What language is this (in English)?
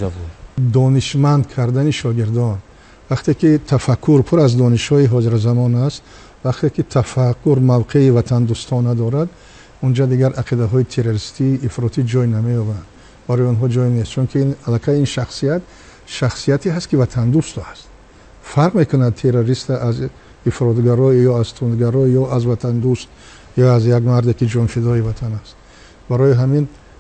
Tajik